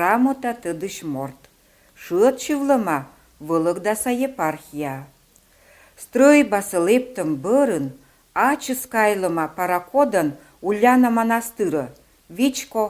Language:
Komi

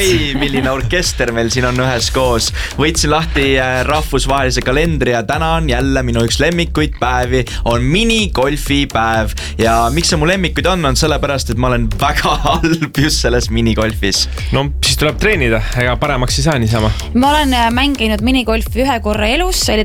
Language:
Estonian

